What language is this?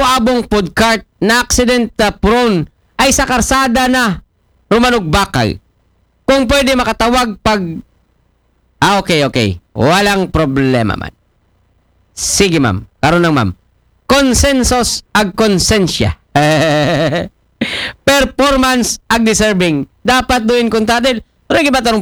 Aklanon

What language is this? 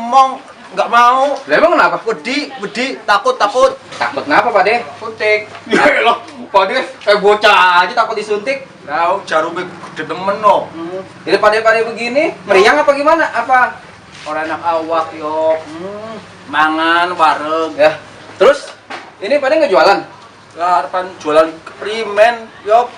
Betawi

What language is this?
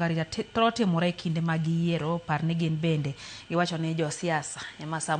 Luo (Kenya and Tanzania)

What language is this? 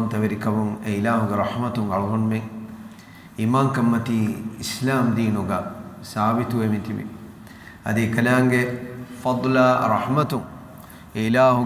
Divehi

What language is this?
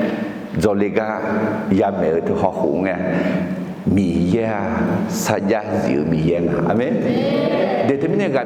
Akha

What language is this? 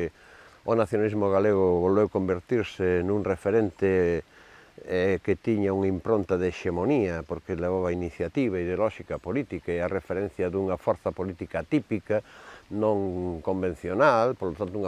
Galician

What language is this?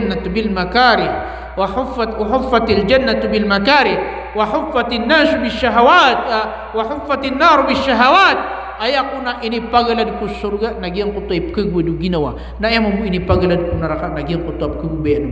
Maranao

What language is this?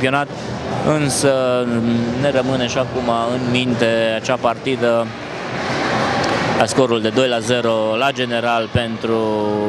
Romanian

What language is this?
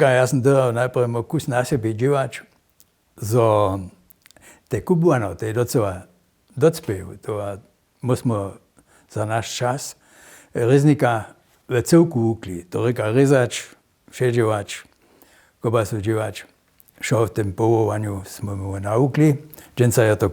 Upper Sorbian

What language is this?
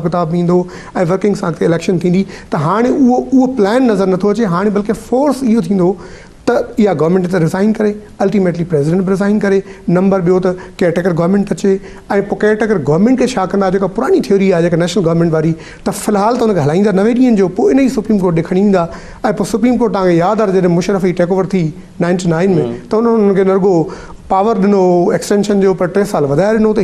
Sindhi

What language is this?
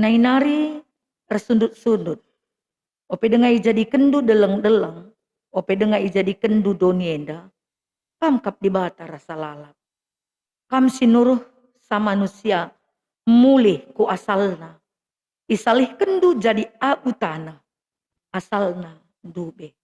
Batak Karo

